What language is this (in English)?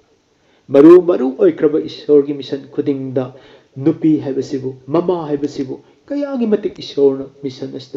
Manipuri